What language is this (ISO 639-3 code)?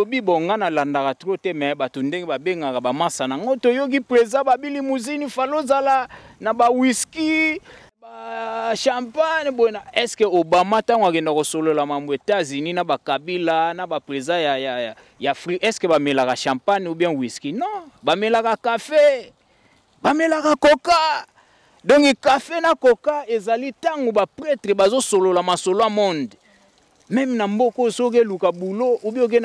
lin